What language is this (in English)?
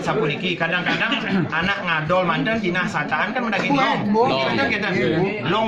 Balinese